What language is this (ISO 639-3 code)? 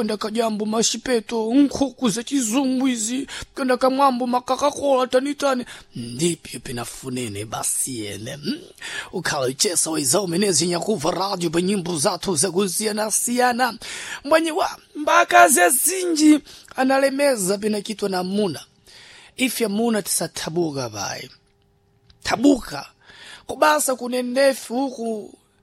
seh